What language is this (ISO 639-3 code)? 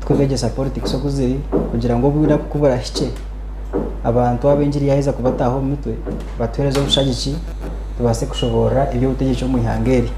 nyn